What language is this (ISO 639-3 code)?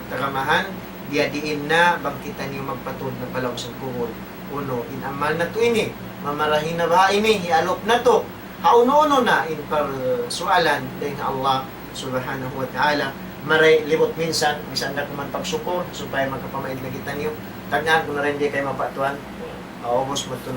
tsg